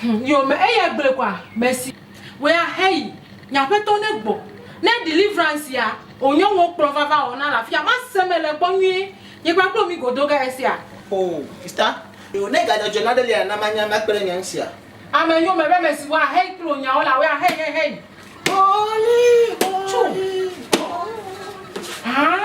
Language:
Ewe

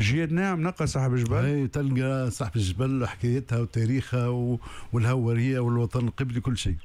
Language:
Tunisian Arabic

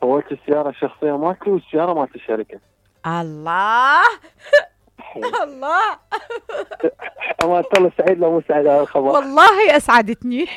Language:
Mesopotamian Arabic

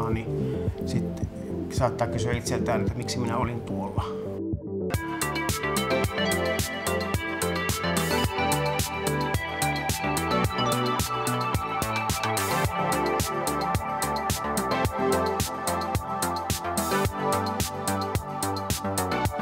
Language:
Finnish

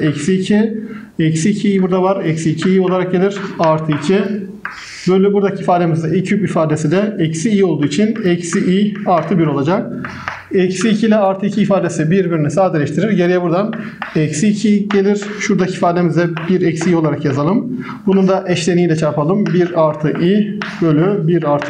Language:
Turkish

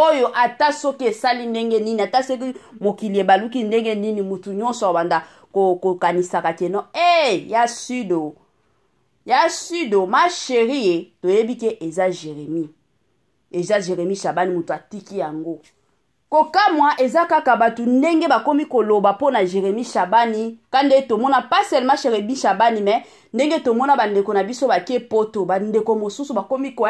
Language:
Lingala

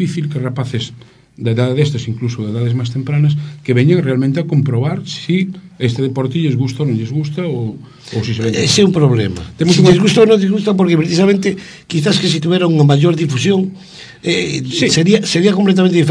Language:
Galician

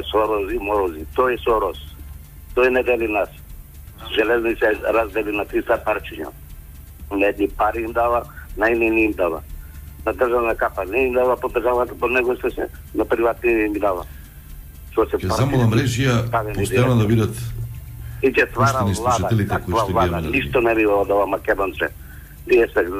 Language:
Macedonian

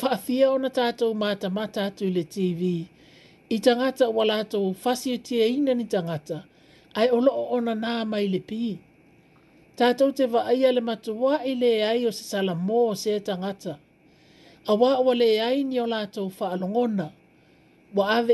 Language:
Samoan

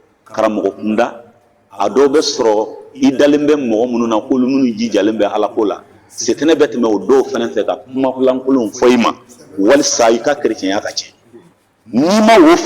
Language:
Bambara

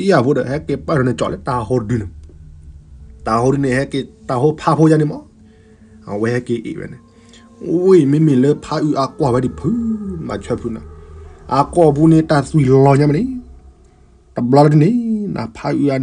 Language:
S'gaw Karen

